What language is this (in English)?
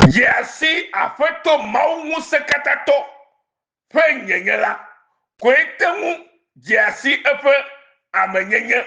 Ewe